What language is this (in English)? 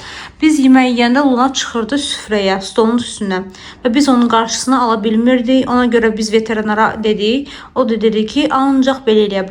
Azerbaijani